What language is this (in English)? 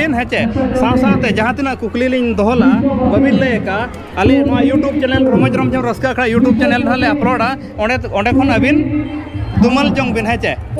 Santali